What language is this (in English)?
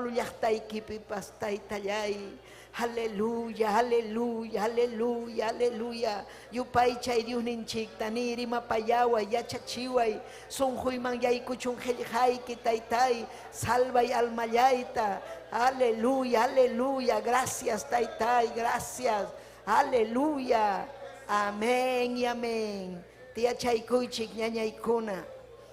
Ayacucho Quechua